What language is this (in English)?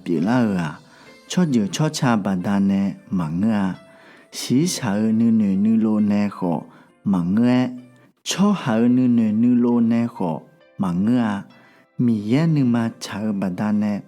Akha